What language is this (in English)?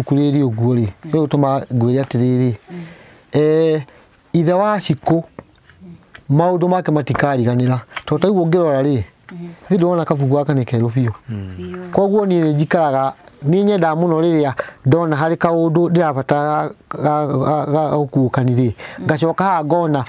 Kikuyu